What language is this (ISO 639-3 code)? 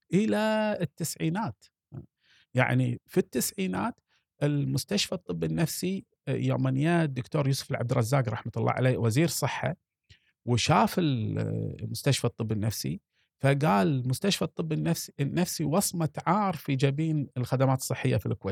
afb